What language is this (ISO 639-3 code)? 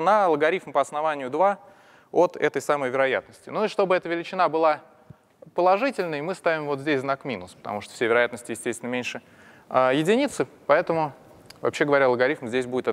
rus